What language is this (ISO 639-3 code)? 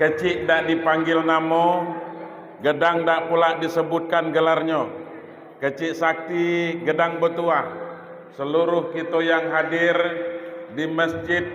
min